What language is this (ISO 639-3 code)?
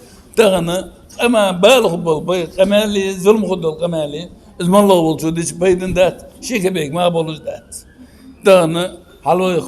inh